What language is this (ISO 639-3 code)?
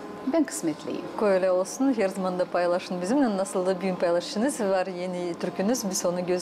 gag